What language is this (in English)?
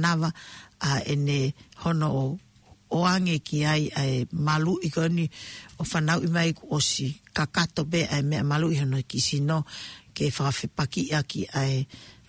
Tongan